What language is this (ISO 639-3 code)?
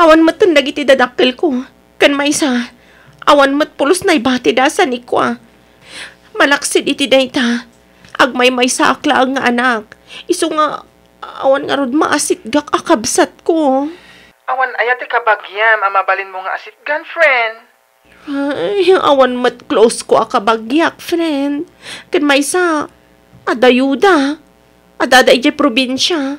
ilo